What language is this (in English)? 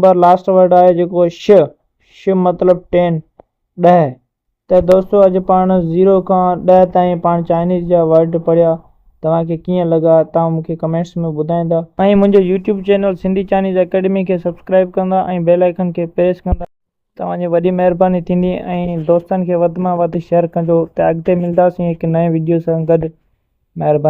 Sindhi